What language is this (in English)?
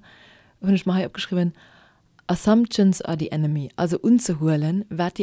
Luxembourgish